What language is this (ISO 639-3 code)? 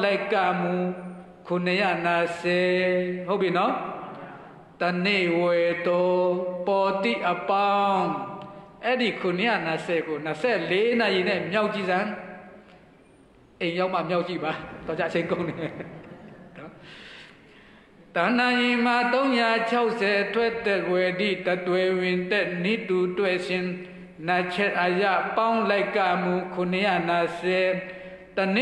mya